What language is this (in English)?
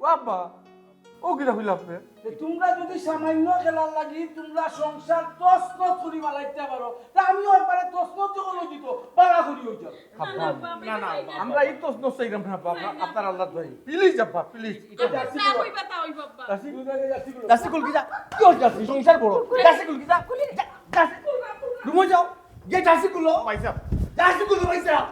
Sylheti